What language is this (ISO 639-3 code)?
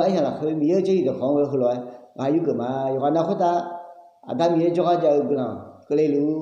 ahk